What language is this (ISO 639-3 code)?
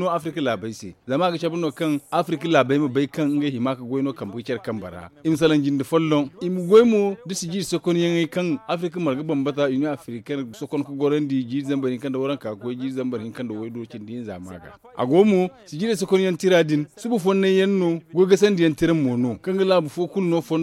dje